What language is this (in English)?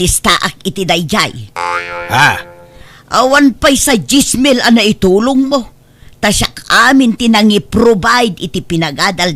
Iloko